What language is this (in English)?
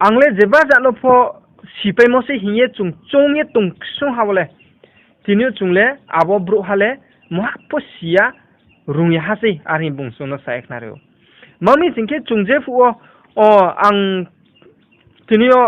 Riang (India)